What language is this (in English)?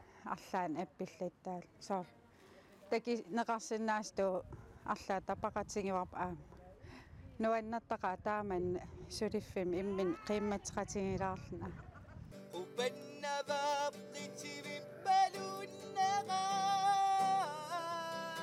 Kalaallisut